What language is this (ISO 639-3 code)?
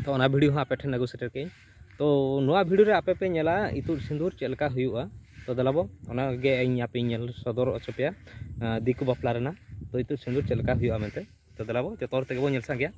sat